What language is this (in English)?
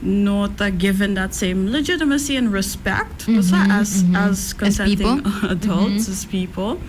Papiamento